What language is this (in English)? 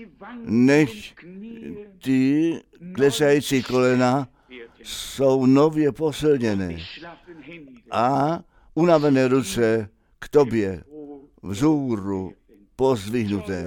Czech